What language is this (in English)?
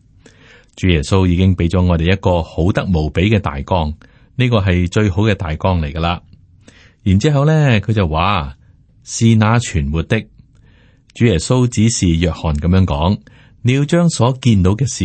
Cantonese